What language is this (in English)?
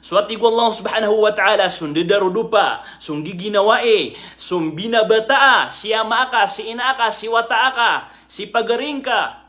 Maranao